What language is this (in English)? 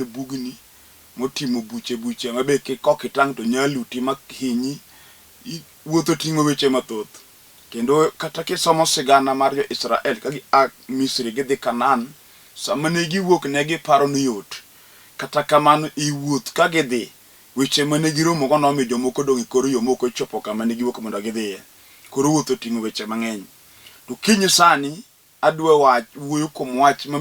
Luo (Kenya and Tanzania)